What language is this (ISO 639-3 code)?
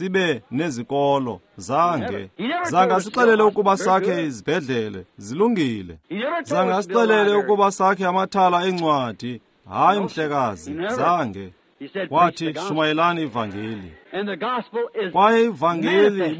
xho